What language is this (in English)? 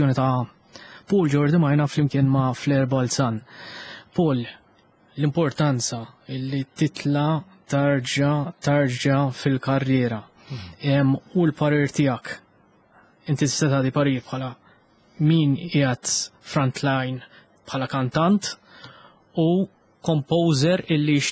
Maltese